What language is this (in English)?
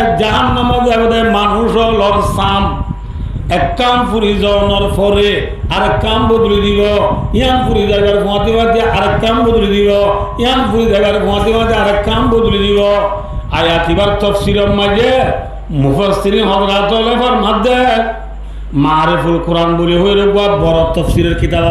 Rohingya